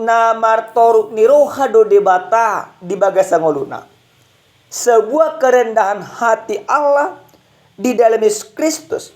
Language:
Batak Toba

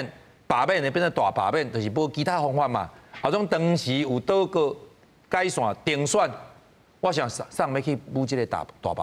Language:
Min Nan Chinese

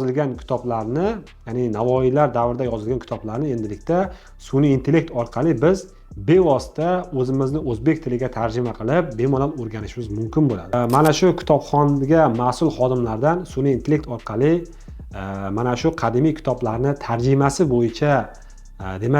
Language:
Uzbek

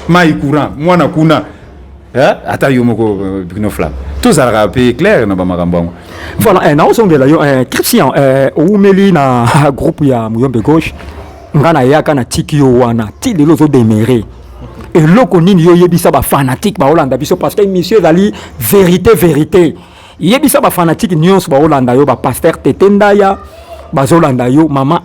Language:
Lingala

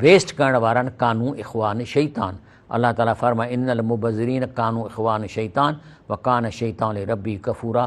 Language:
Sindhi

